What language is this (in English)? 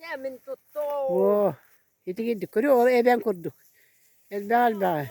Yakut